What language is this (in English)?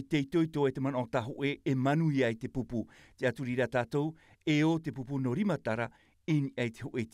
Tahitian